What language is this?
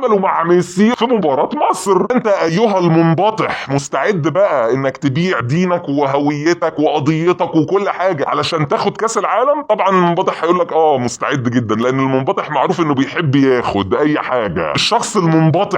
Egyptian Arabic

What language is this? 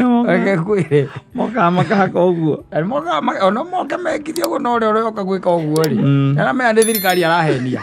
Kikuyu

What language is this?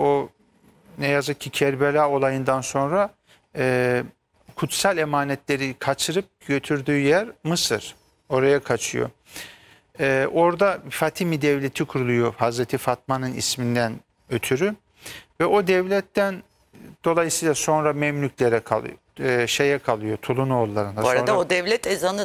Turkish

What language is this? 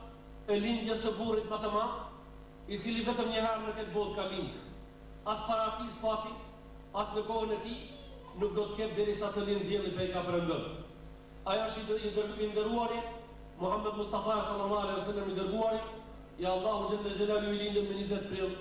Albanian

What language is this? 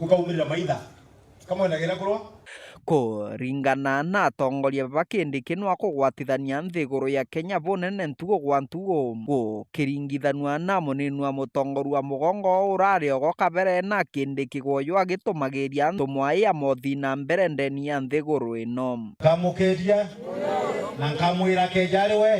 Meru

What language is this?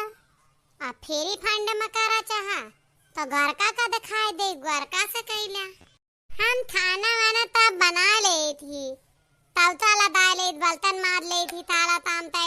Awadhi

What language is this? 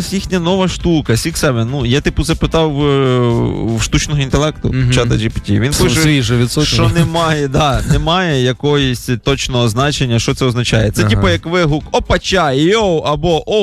Ukrainian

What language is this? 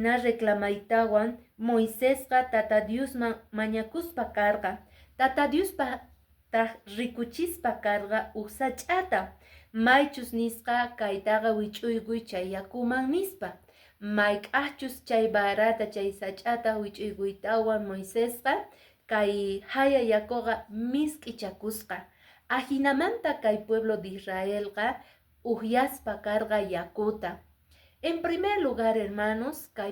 Quechua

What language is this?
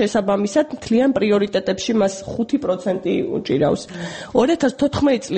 Georgian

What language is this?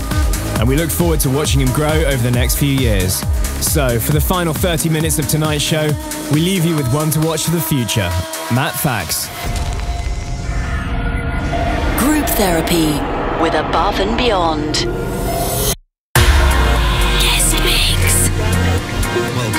English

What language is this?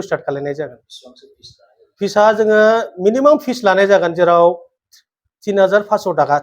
Bodo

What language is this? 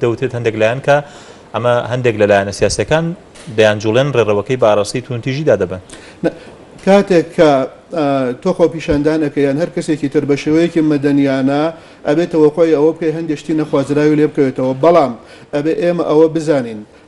Central Kurdish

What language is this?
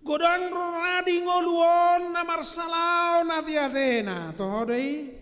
Batak Toba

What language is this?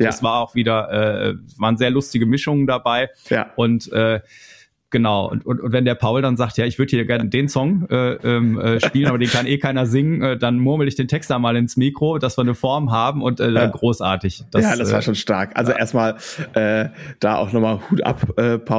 German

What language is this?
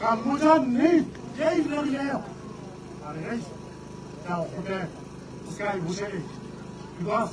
Northern Sotho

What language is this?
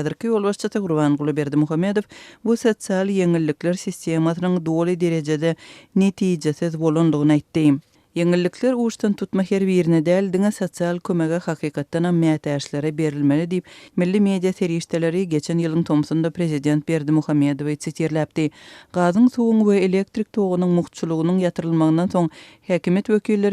Turkmen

